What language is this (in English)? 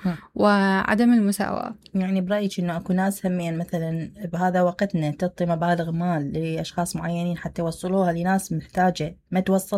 Mesopotamian Arabic